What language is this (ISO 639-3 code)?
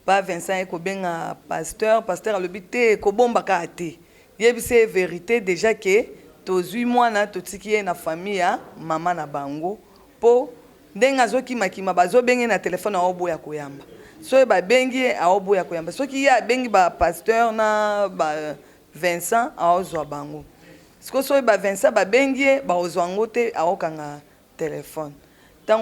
lin